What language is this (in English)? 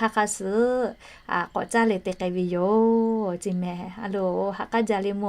Lahu